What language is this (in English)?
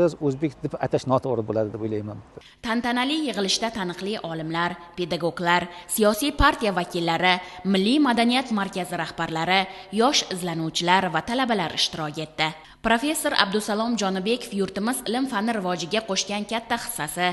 Uzbek